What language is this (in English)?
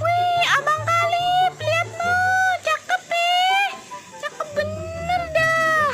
Betawi